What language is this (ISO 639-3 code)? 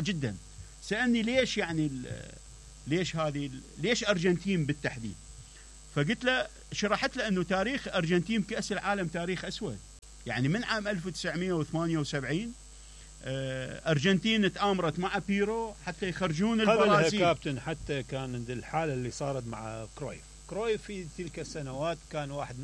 acm